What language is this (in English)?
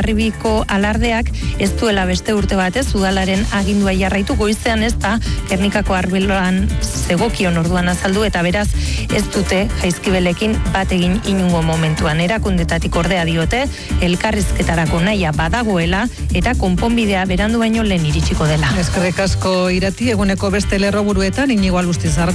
Basque